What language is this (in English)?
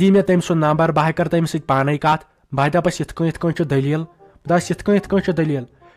Kashmiri